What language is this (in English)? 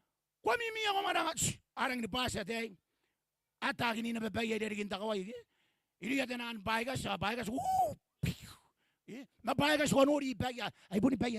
Gilbertese